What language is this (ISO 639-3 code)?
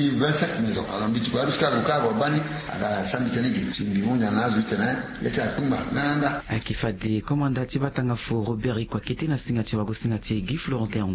sag